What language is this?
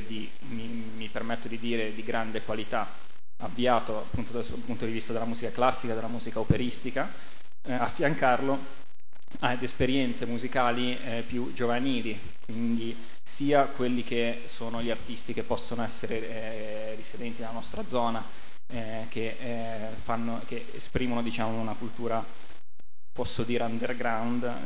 Italian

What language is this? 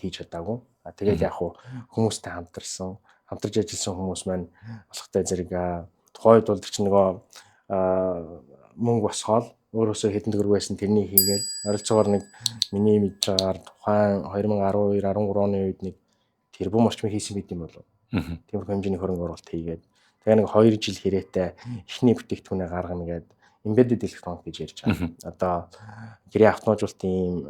Mongolian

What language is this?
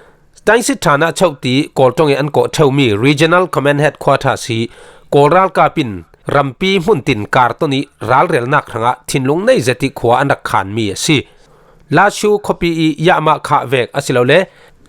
Falam Chin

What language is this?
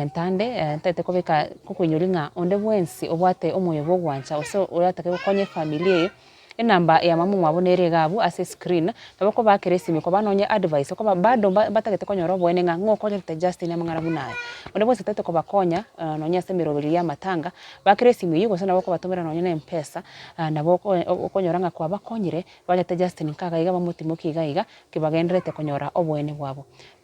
Gusii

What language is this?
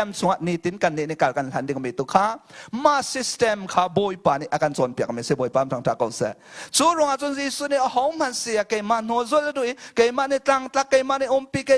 Hakha Chin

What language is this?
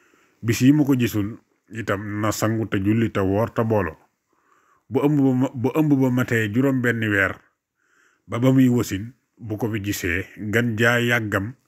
Wolof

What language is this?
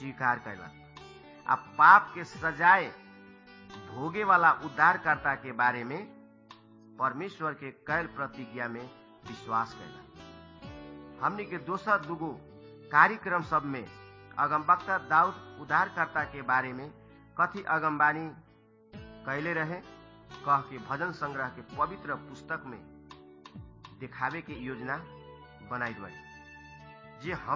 Bhojpuri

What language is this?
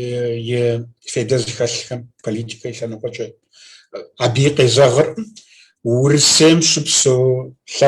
Kabardian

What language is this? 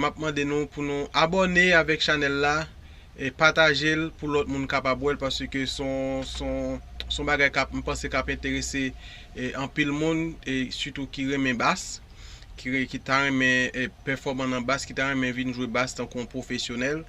Haitian Creole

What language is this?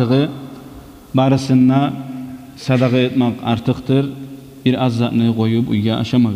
Kumyk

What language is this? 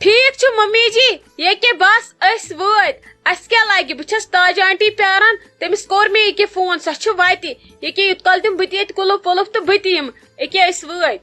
Kashmiri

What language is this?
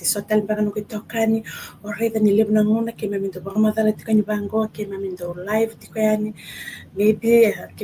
Fijian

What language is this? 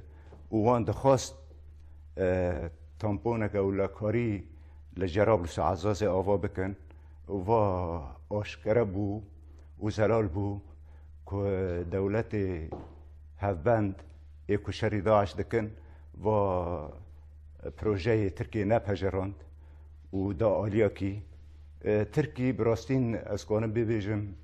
Kurdish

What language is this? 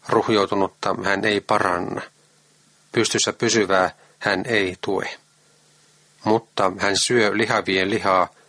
Finnish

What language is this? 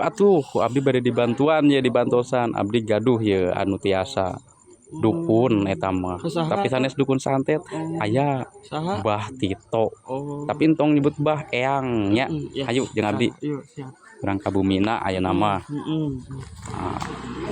Sundanese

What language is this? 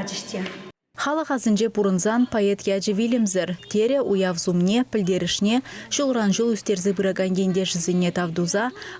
Chuvash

